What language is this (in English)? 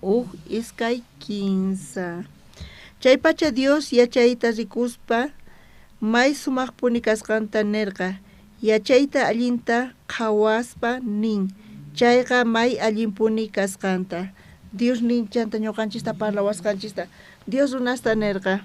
South Bolivian Quechua